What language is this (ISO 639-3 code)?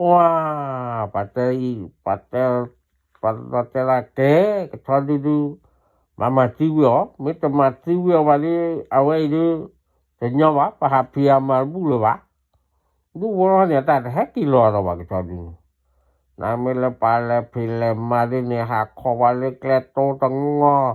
ksw